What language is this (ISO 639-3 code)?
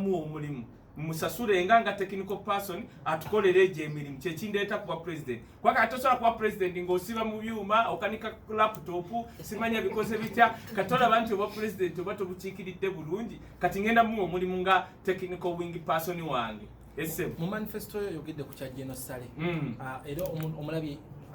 lug